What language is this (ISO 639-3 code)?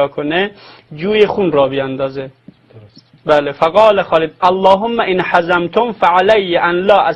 fas